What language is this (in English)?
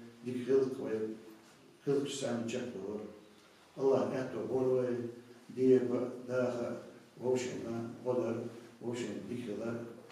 Chechen